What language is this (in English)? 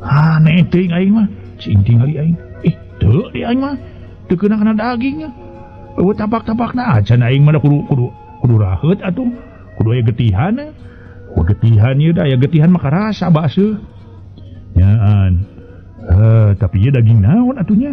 Sundanese